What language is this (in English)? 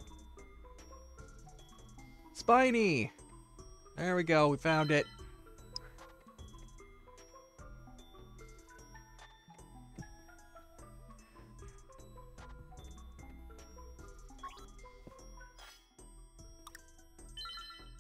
English